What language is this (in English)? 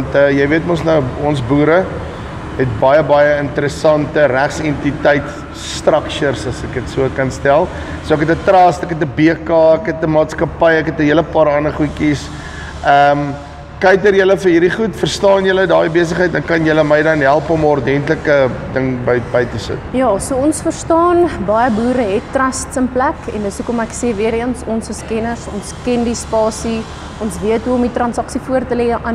Afrikaans